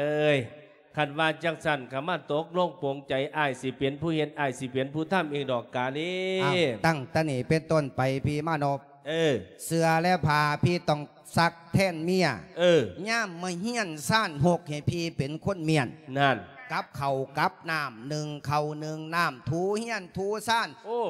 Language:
Lao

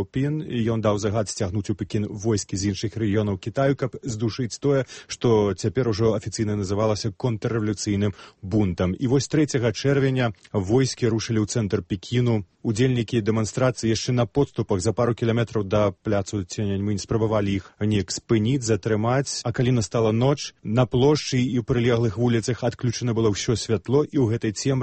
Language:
Belarusian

